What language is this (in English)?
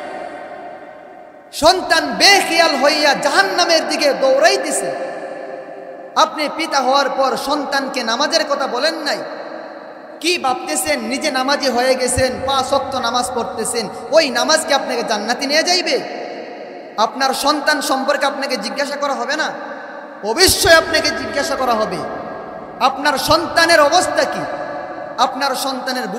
Bangla